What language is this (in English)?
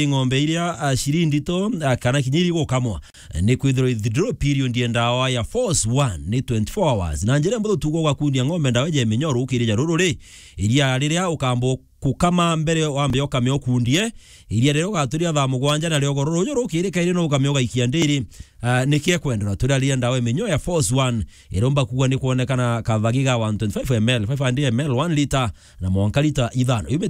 Meru